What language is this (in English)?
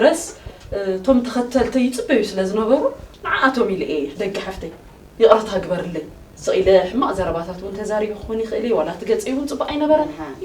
Tigrinya